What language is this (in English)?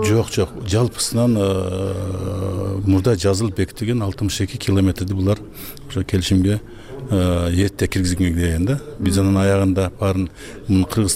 Kyrgyz